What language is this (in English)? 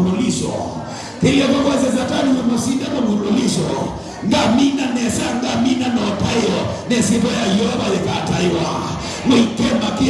Kamba